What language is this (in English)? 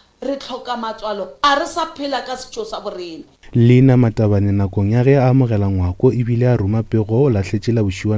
Northern Sotho